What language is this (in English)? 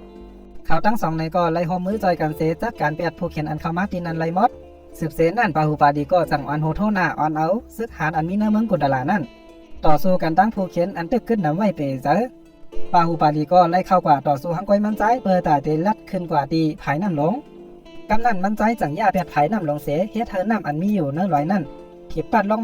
Shan